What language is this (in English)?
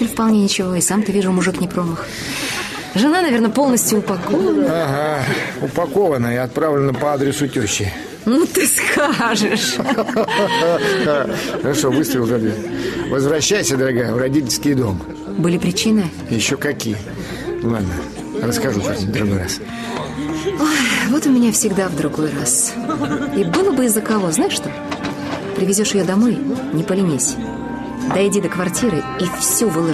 Russian